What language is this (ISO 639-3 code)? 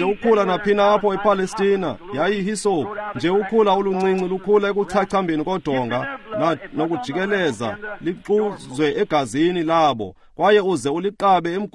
xho